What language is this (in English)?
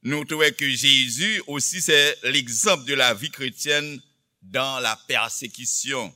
Haitian Creole